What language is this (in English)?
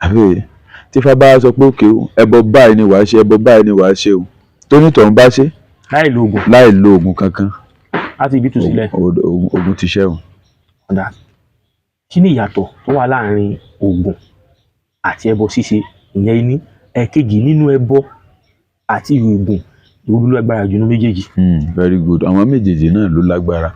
Yoruba